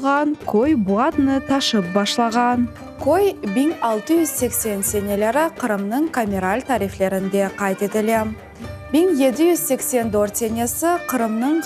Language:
Crimean Tatar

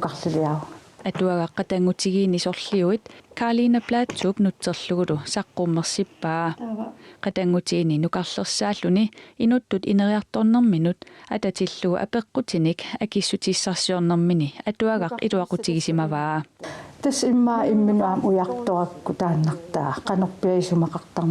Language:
Kalaallisut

